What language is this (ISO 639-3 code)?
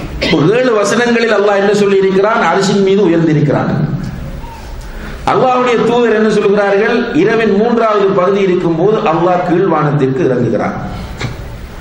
tam